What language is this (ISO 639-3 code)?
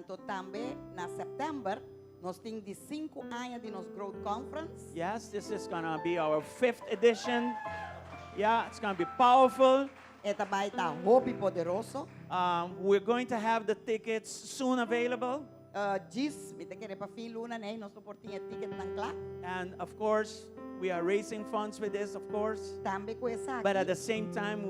pap